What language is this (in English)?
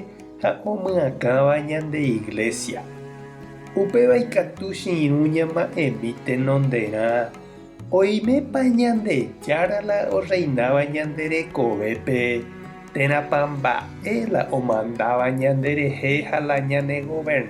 Guarani